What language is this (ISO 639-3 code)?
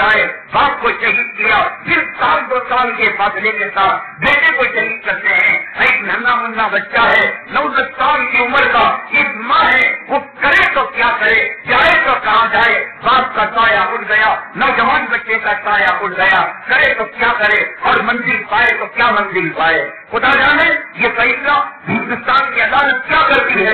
urd